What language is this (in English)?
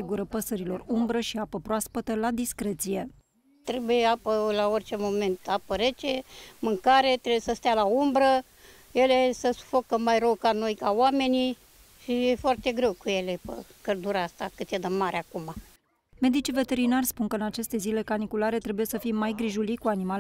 Romanian